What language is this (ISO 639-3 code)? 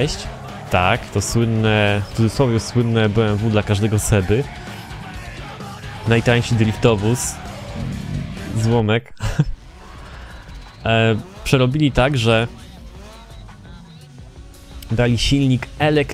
pol